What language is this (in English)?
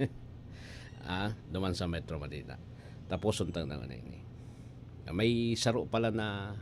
Bikol